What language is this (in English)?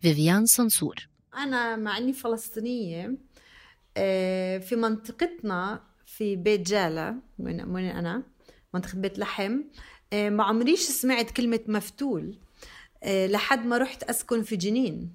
North Levantine Arabic